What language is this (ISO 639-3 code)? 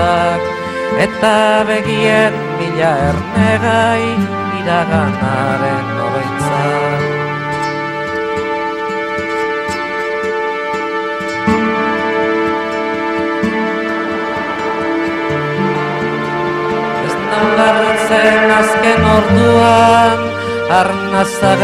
eus